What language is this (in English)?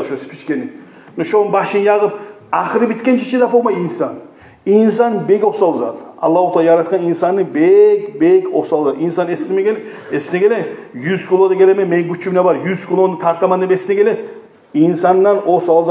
Kumyk